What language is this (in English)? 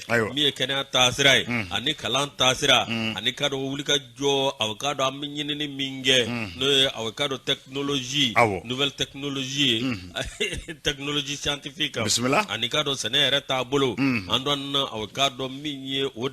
Bambara